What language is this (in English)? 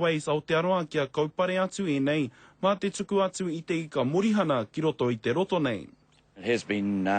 Māori